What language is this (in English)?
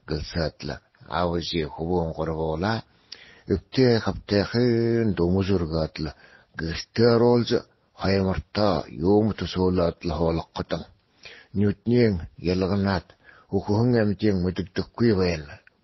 Buriat